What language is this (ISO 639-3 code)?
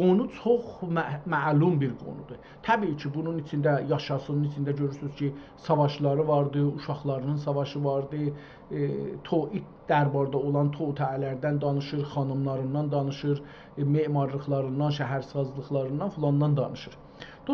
azb